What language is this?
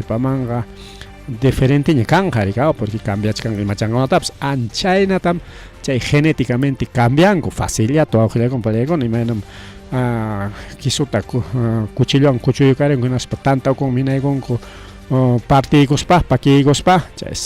Ayacucho Quechua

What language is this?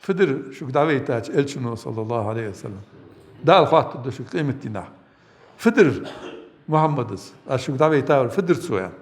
Ingush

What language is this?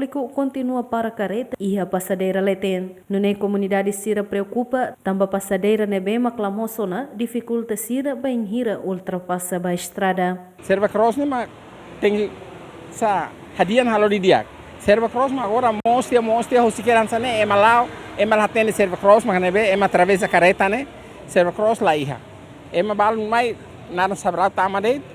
Tetum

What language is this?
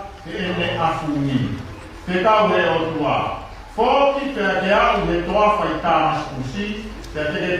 Tongan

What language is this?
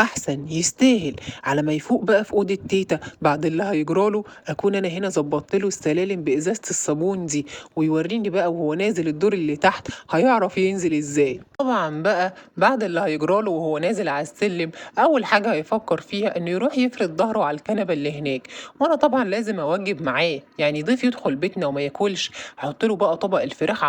Egyptian Arabic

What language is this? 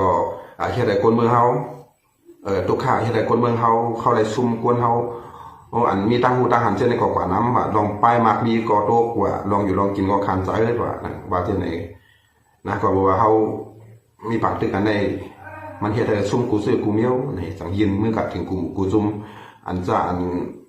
Shan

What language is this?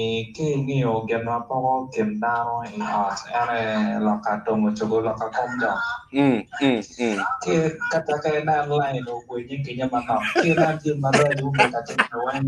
Acoli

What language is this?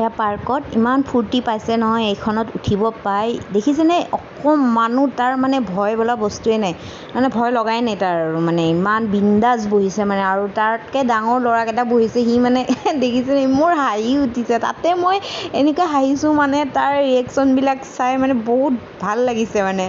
Assamese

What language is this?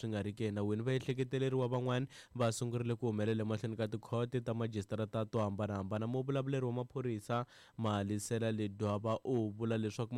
Tsonga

